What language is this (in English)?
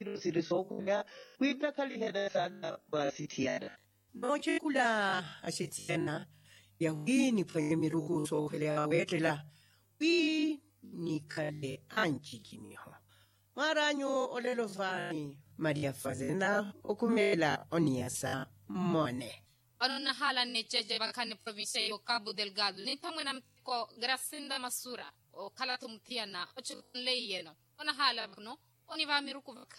Makhuwa